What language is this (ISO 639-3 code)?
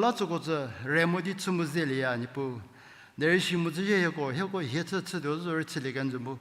njm